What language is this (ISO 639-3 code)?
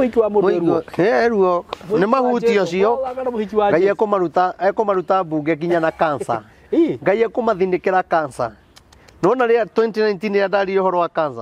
kik